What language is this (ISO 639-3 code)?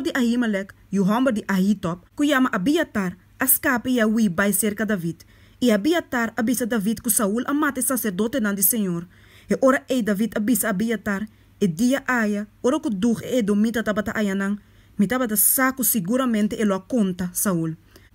pap